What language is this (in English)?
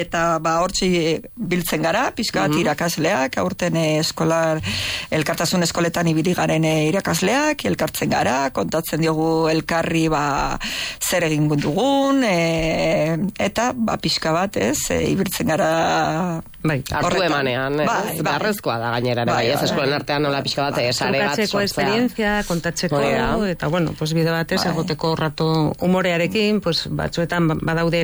Basque